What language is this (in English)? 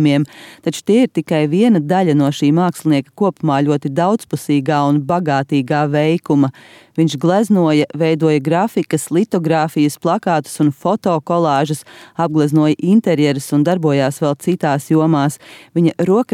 Latvian